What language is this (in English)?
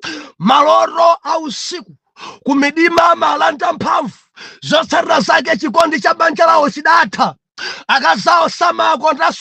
Nyanja